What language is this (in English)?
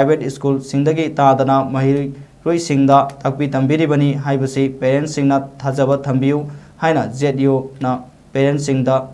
Manipuri